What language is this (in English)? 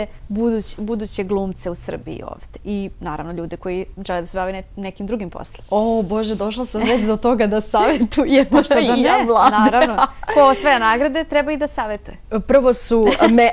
Bosnian